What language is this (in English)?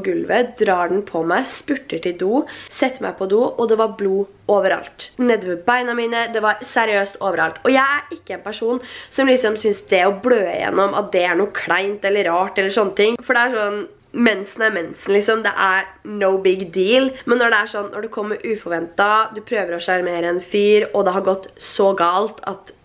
Norwegian